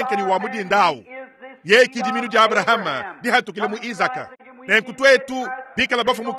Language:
Luba-Lulua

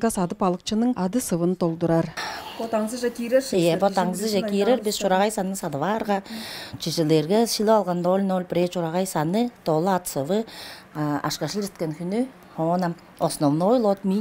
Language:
Tuvinian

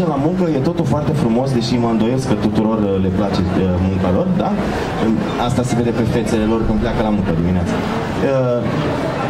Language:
Romanian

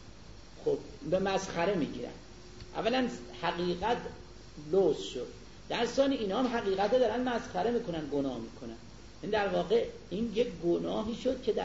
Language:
Persian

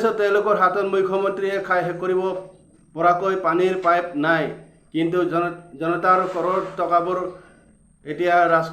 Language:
Assamese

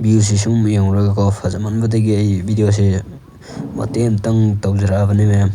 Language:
Manipuri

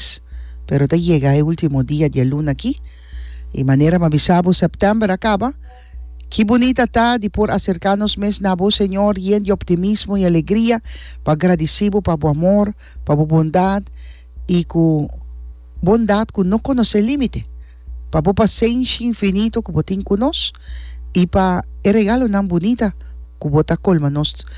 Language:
Papiamento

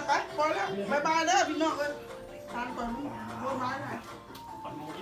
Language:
Lao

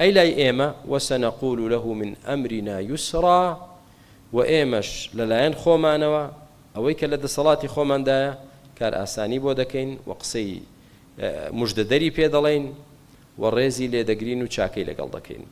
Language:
Central Kurdish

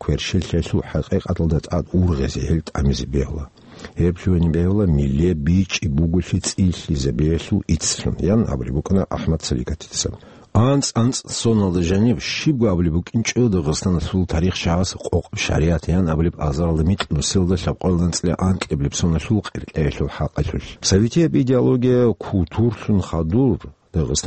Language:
Avaric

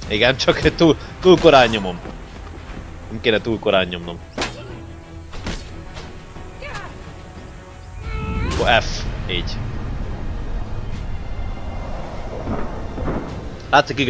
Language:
Hungarian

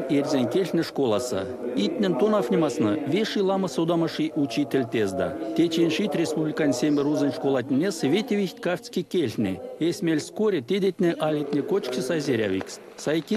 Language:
Erzya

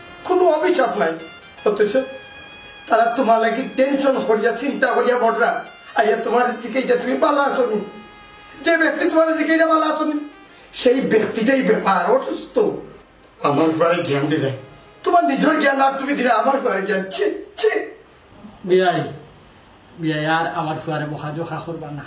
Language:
Sylheti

